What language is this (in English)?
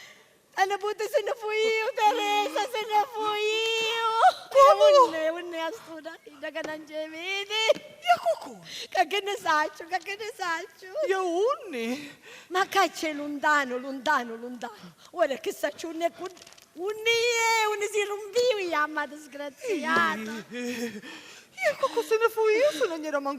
Sicilian